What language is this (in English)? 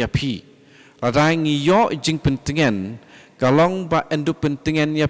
Khasi